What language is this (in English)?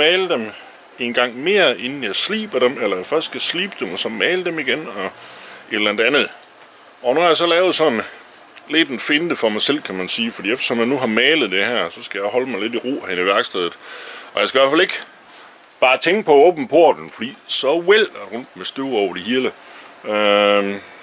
Danish